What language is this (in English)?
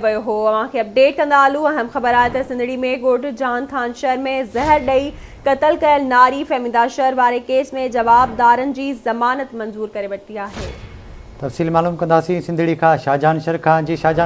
Sindhi